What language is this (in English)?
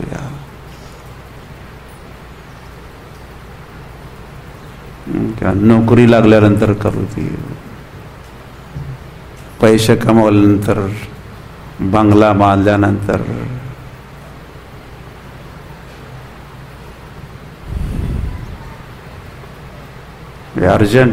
Marathi